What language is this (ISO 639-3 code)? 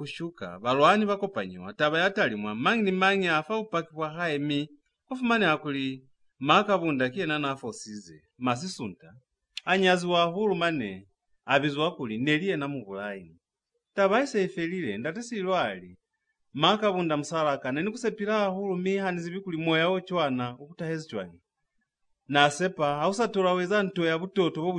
loz